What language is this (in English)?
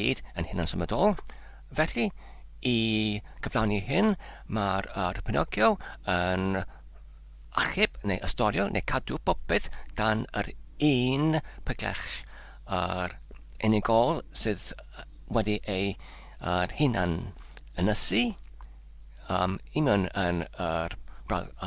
Welsh